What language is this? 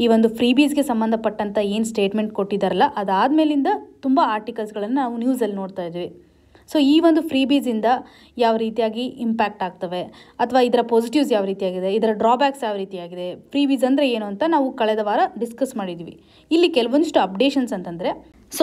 Kannada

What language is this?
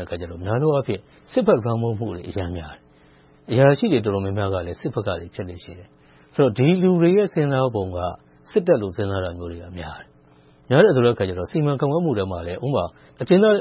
Burmese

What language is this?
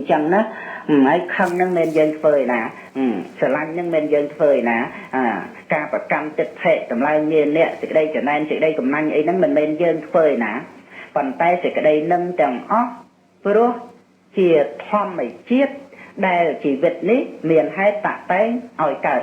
Khmer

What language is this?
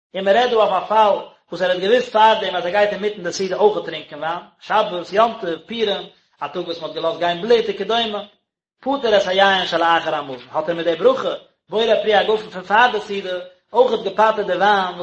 Yiddish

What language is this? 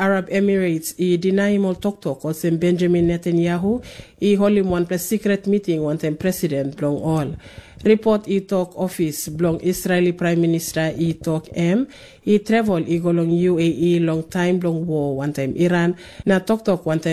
Tok Pisin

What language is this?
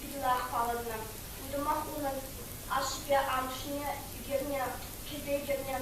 Chuvash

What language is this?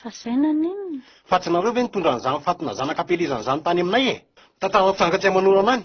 Malagasy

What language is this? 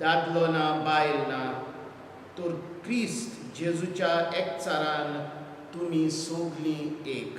Konkani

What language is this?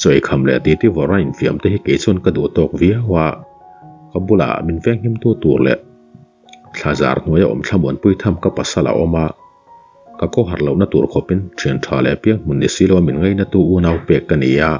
Mizo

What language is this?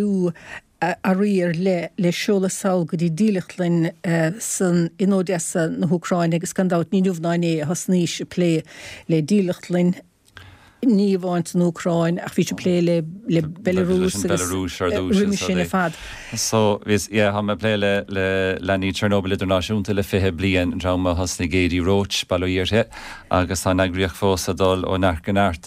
Irish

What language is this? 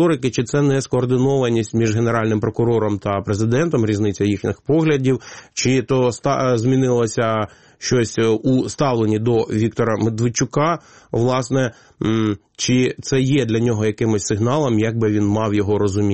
Ukrainian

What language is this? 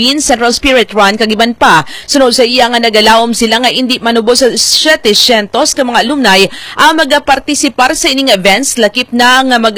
Hiligaynon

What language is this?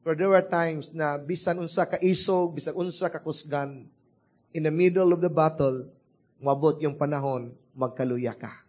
Cebuano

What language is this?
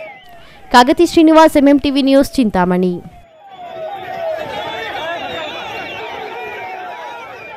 Kannada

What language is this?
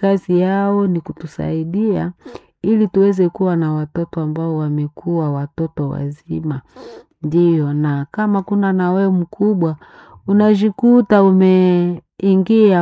Swahili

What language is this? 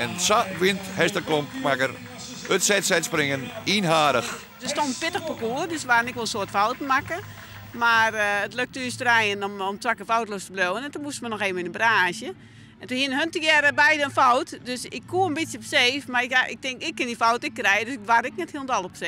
Western Frisian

